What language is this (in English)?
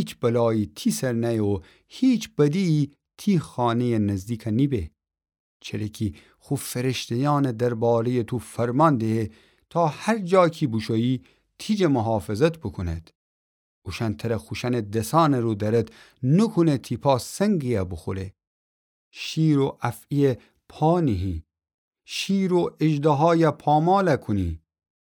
Gilaki